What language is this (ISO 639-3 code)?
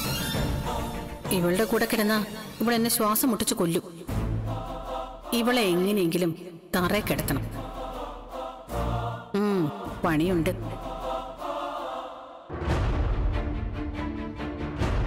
mal